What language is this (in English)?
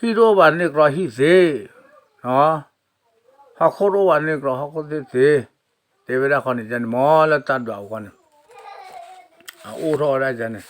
S'gaw Karen